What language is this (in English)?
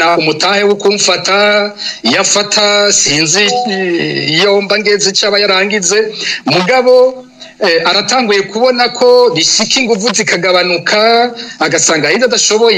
Rundi